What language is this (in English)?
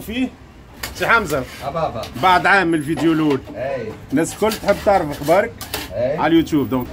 Tunisian Arabic